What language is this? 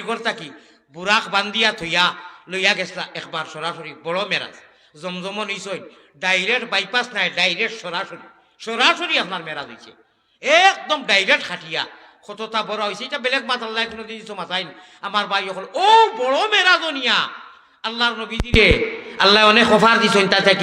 Sylheti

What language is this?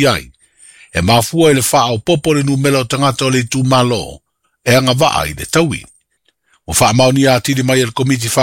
Samoan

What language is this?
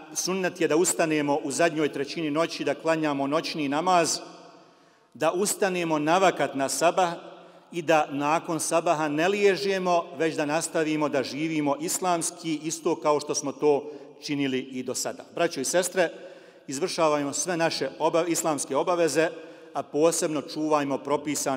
Bosnian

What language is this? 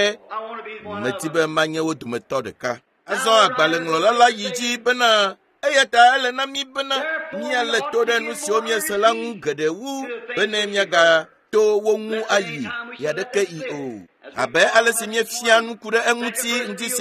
Ewe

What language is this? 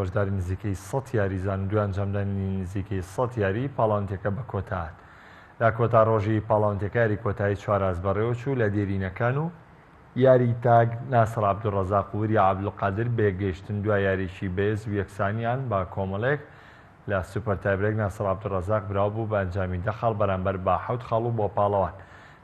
Central Kurdish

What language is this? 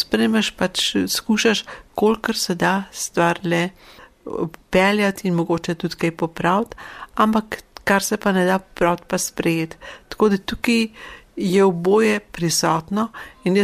Slovenian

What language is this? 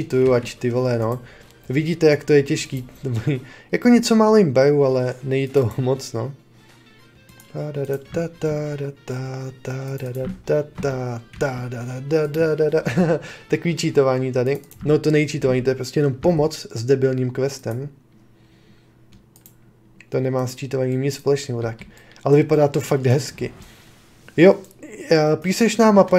Czech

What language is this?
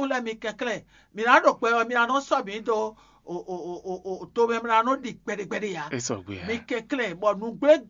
Fon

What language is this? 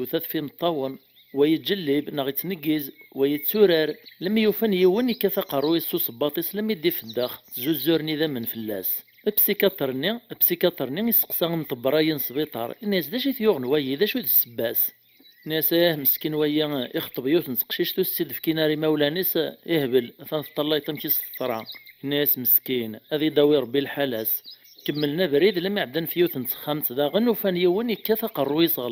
Kabyle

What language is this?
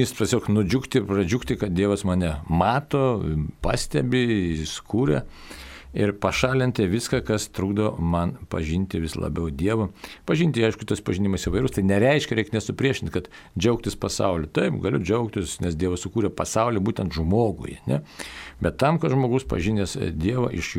Lithuanian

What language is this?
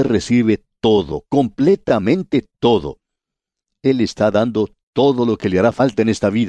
Spanish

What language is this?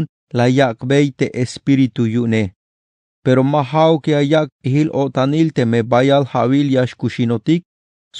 Tzeltal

